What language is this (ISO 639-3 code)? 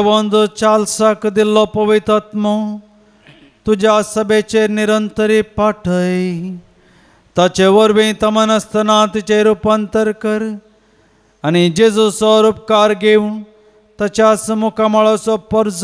kok